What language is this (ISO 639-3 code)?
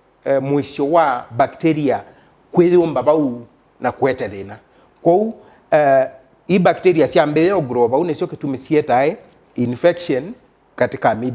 kam